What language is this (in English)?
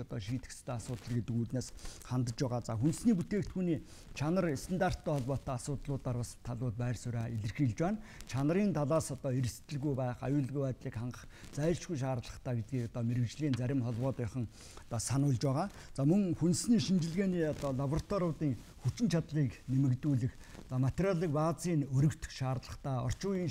Mongolian